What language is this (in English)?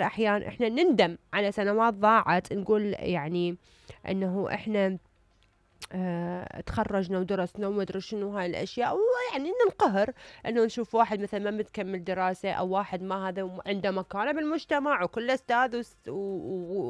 Mesopotamian Arabic